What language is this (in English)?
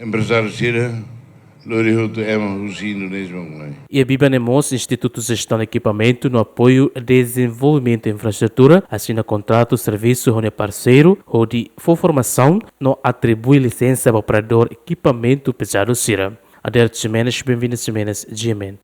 Tetum